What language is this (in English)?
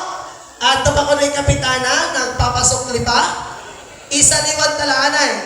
Waray